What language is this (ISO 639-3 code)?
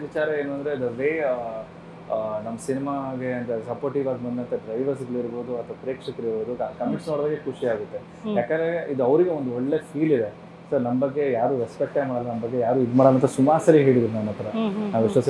kan